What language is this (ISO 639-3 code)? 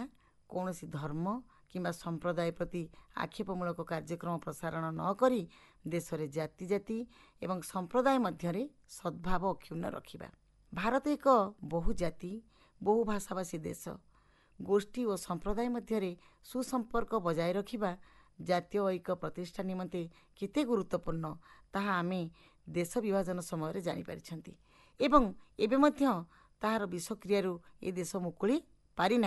ori